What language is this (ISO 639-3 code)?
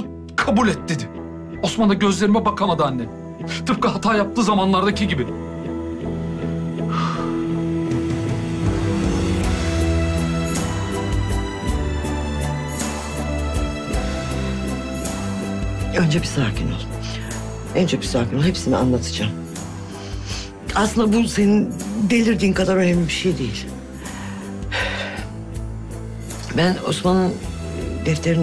tur